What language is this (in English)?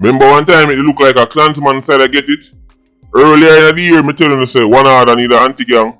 Jamaican Creole English